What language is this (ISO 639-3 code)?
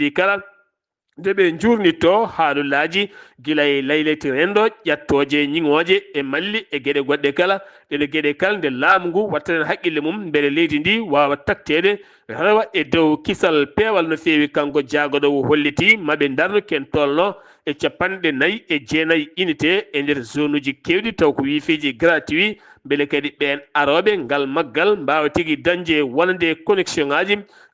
ful